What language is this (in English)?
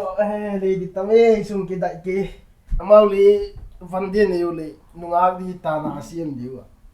Paite Chin